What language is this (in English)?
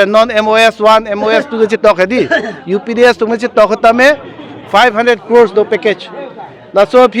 Karbi